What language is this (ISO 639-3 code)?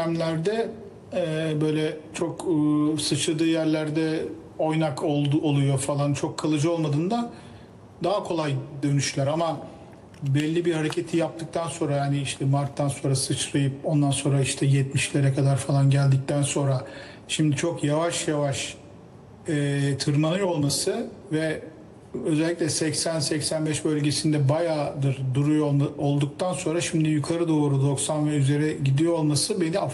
tur